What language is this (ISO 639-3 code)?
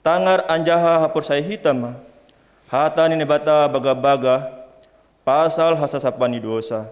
bts